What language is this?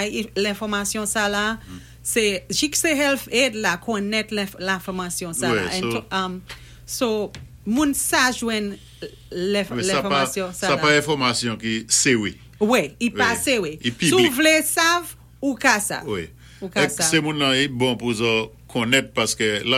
Saint Lucian Creole French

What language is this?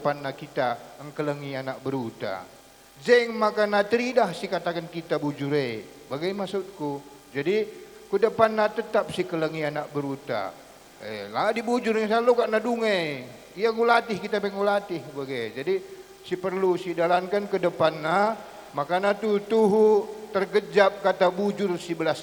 Batak Karo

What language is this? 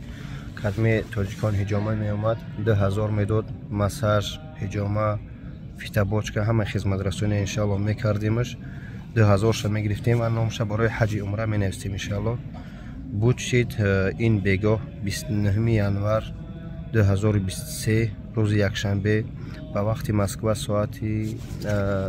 Tajik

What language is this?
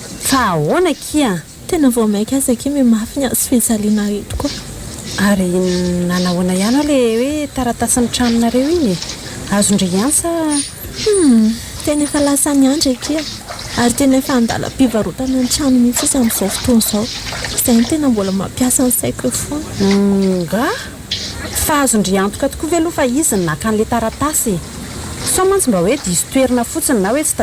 Malagasy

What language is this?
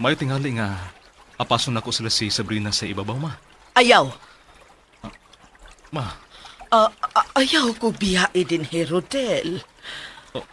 Cebuano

